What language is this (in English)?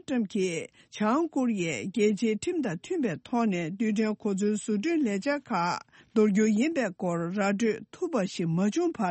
Tibetan